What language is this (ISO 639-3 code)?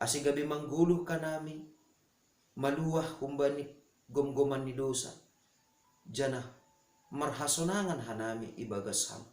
bts